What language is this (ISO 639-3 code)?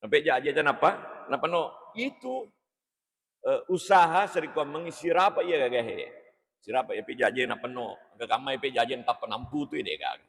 bug